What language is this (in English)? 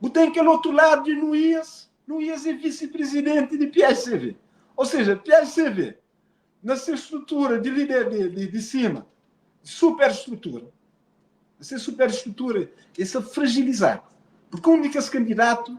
Kabuverdianu